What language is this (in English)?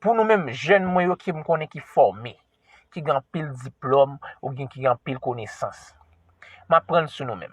Haitian Creole